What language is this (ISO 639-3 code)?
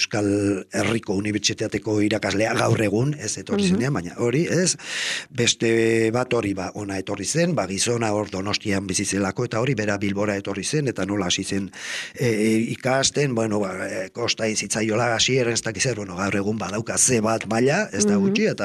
eus